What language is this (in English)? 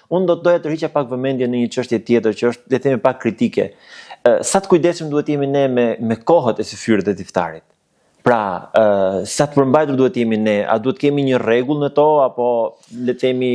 Albanian